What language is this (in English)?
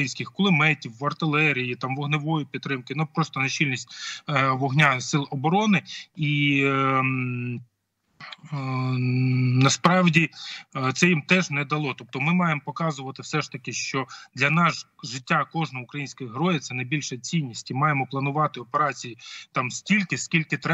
Ukrainian